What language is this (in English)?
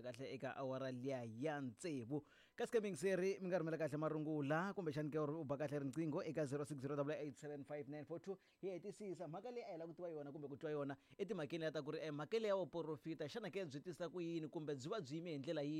Tsonga